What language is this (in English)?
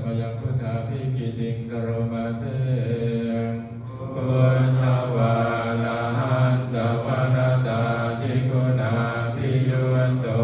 Pali